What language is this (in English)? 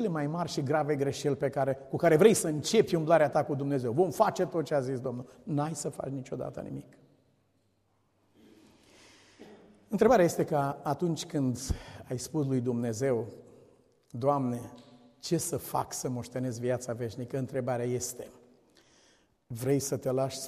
Romanian